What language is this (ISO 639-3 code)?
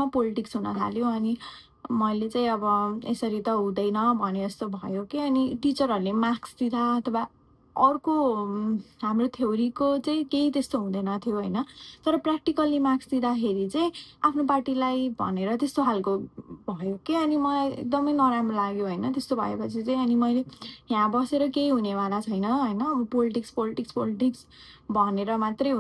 nep